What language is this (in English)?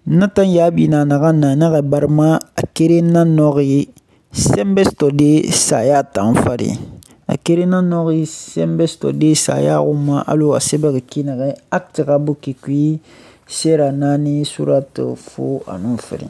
Susu